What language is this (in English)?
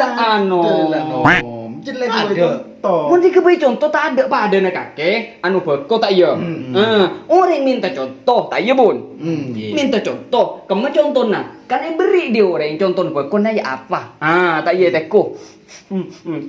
Madurese